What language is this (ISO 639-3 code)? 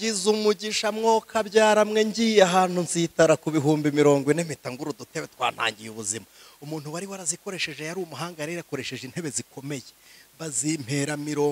kin